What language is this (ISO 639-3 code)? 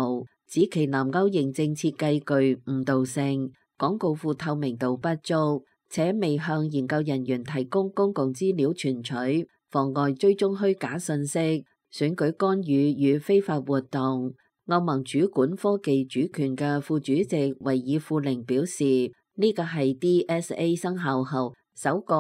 yue